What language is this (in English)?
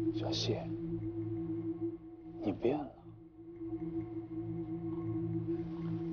Chinese